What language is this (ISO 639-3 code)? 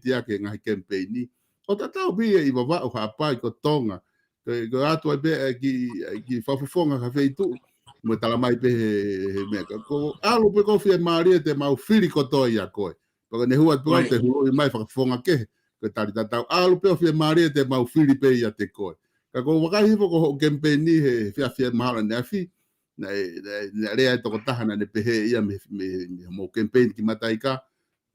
ton